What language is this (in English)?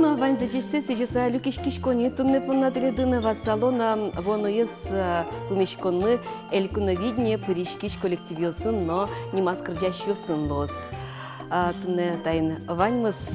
Udmurt